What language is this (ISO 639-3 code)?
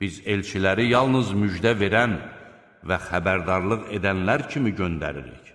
aze